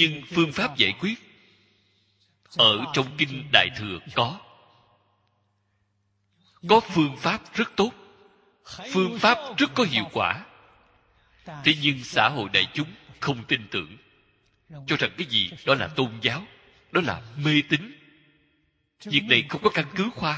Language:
Vietnamese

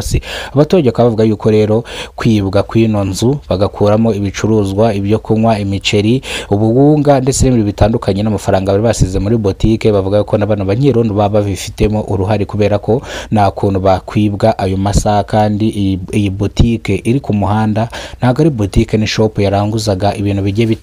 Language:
Kinyarwanda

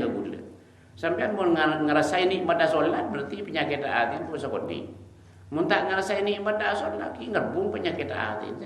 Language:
Madurese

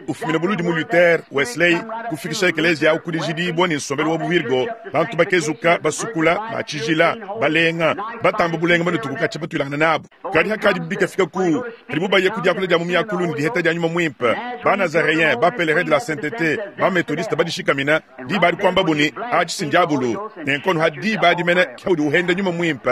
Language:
Luba-Lulua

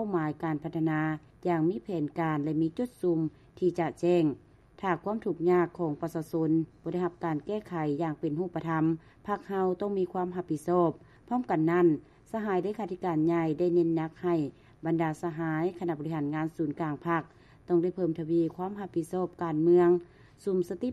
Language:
Lao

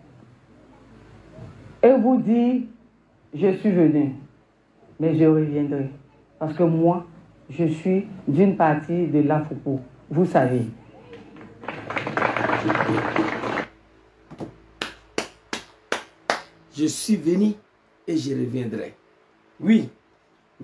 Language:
French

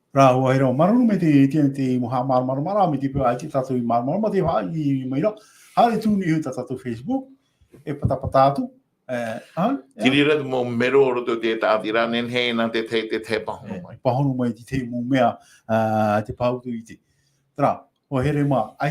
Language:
Tahitian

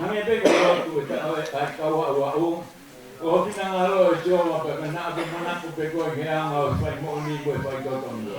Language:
Tongan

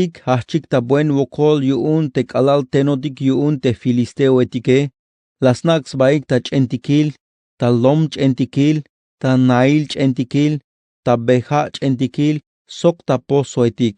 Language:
Tzeltal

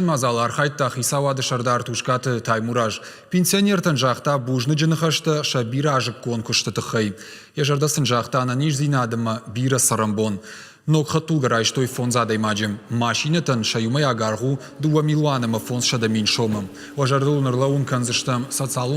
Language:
Ossetic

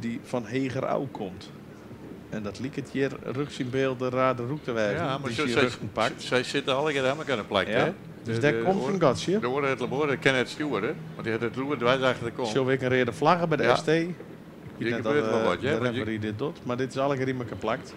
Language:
Western Frisian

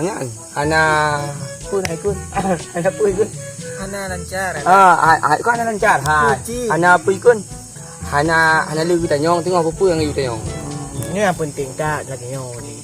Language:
Achinese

